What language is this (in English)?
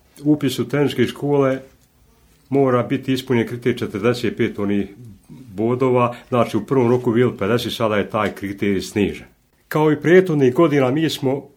Croatian